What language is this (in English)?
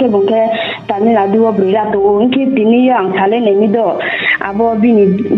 Riang (India)